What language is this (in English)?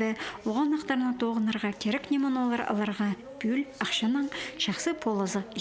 Khakas